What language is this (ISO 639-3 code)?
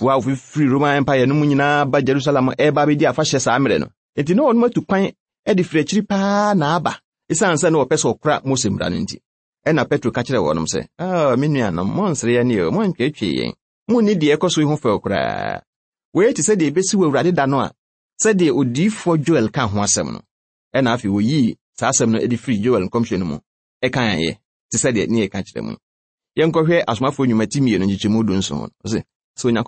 aka